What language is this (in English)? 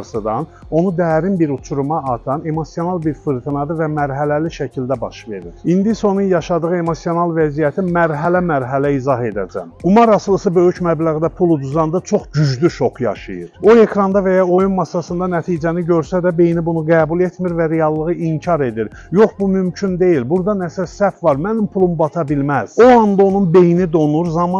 Azerbaijani